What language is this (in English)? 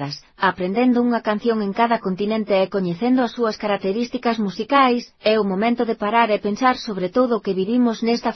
Galician